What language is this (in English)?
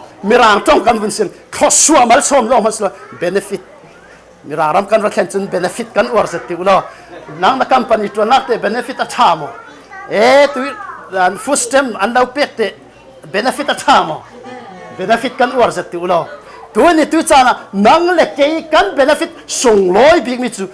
Falam Chin